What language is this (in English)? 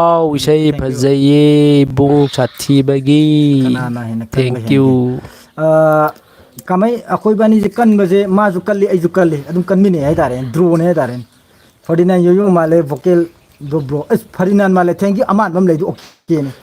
Manipuri